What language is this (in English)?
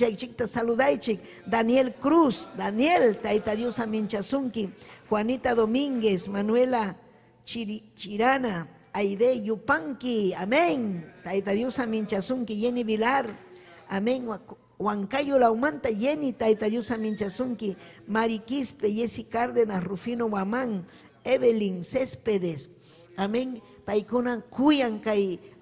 Ayacucho Quechua